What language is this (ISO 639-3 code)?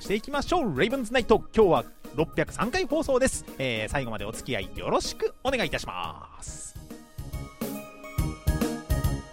jpn